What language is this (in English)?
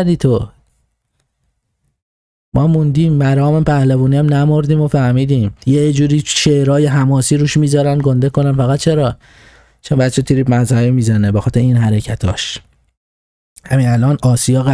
Persian